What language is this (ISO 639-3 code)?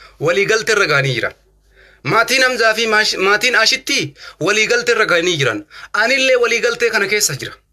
orm